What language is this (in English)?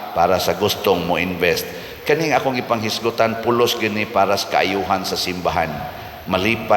Cebuano